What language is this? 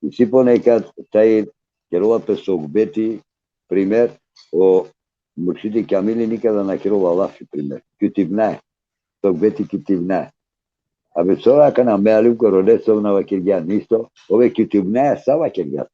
Balkan Romani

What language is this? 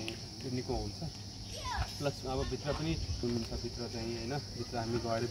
Nepali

